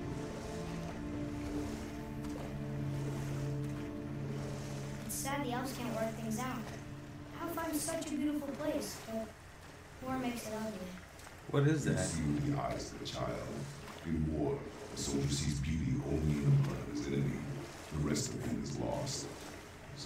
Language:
English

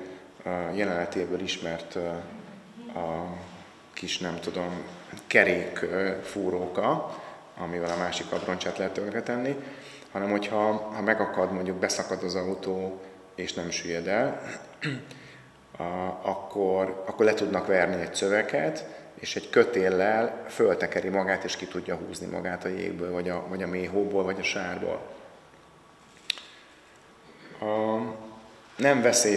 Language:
Hungarian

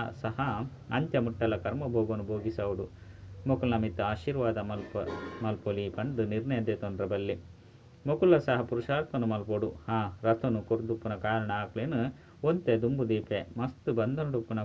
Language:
Tulu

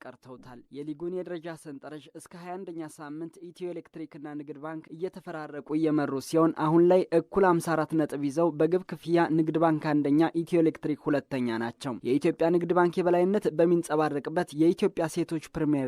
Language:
Amharic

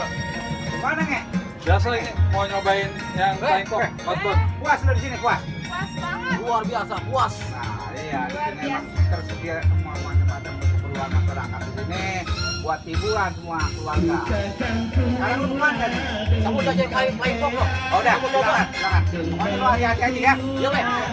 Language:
Betawi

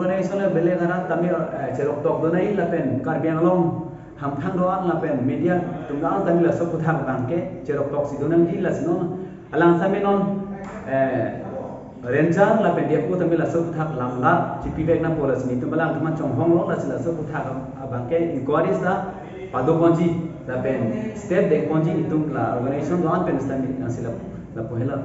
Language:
Karbi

